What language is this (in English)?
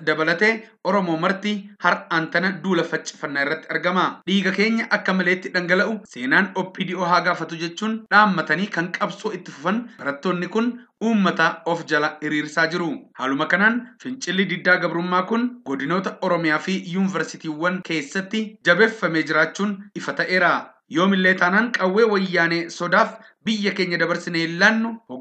Oromo